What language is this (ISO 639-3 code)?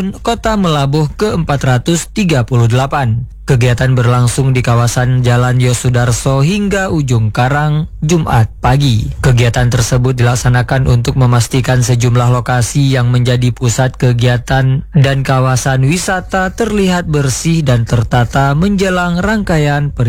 ind